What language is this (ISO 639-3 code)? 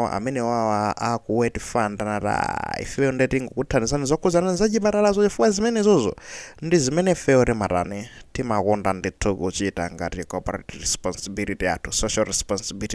nya